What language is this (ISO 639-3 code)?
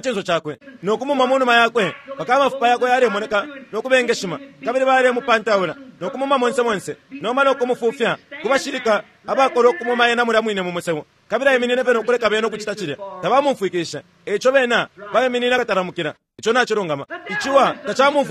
bem